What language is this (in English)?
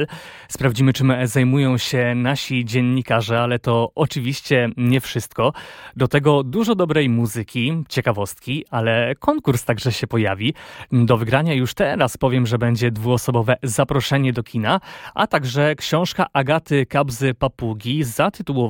Polish